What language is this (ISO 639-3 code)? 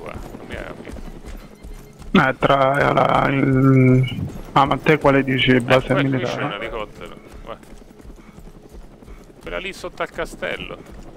ita